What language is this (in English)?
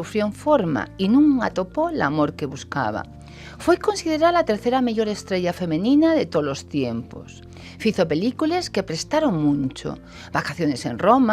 Asturian